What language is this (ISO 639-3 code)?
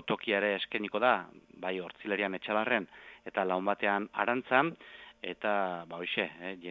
eus